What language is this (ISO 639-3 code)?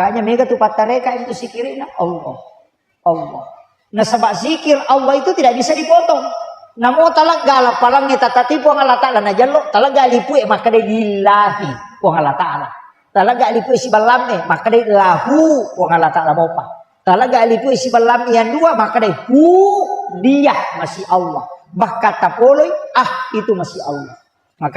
bug